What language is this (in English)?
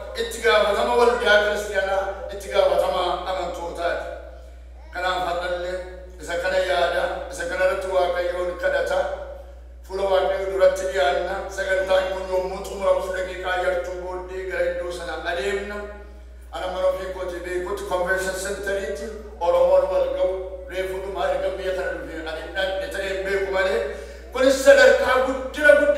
Oromo